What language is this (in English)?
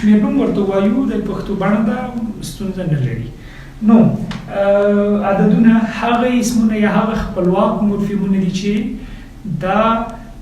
Pashto